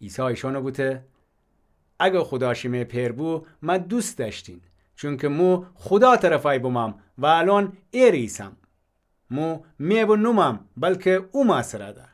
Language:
Gilaki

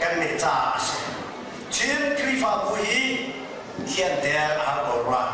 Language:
Hakha Chin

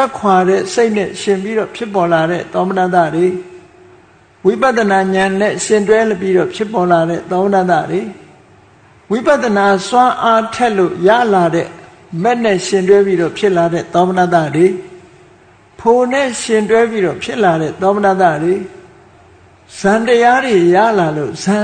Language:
Burmese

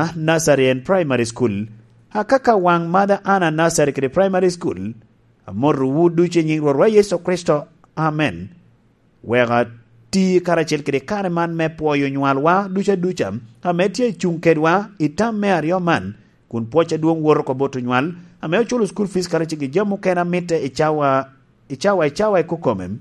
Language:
Lango (Uganda)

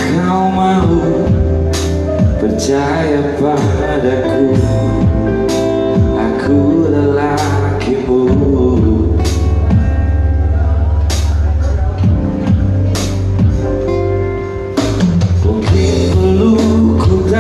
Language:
Indonesian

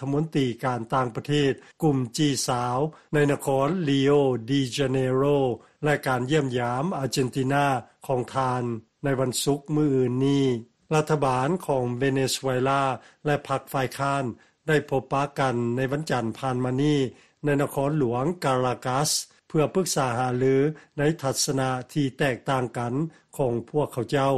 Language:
Lao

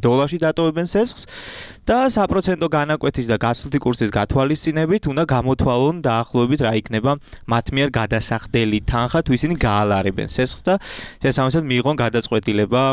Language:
Georgian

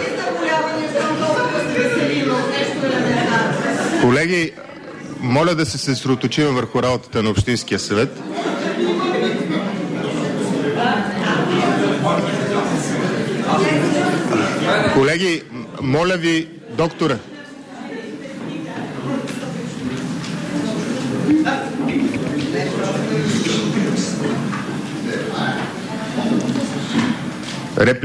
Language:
Bulgarian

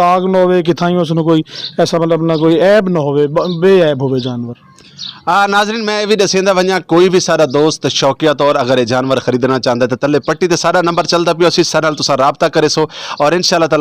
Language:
Saraiki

